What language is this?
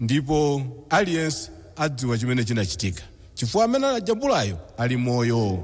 Nyanja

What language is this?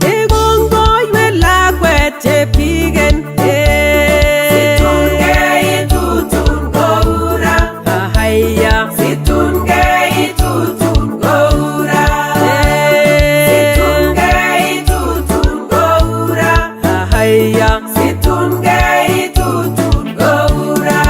Nandi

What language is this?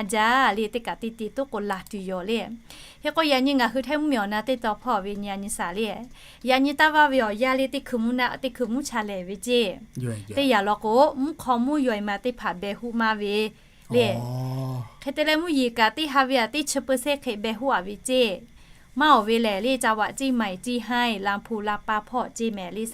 Lahu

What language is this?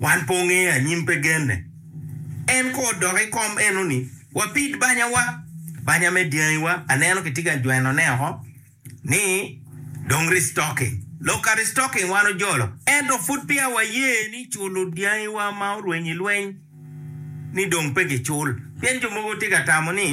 Acoli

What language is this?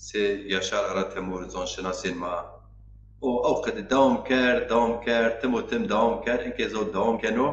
Zaza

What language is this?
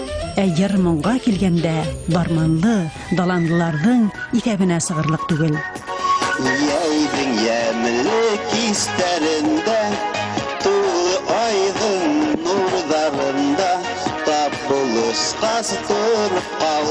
Bashkir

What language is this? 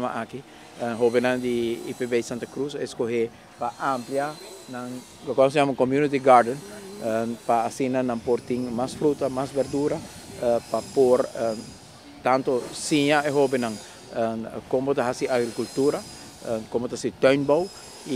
Papiamento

